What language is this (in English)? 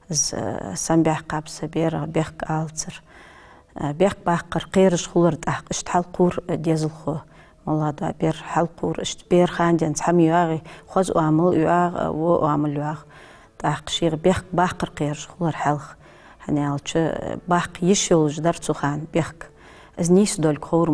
Ingush